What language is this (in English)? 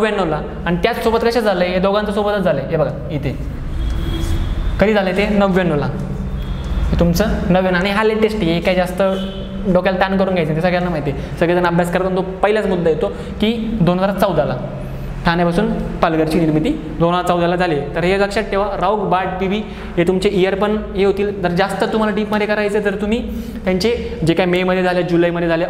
Marathi